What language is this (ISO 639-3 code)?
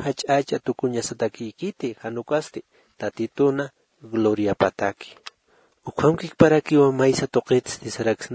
aym